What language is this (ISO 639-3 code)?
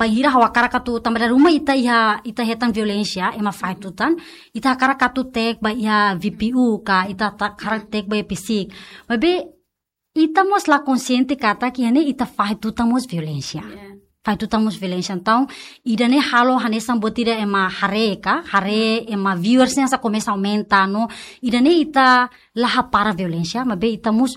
tet